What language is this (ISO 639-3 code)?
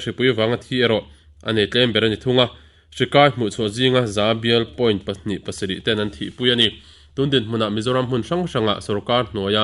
lus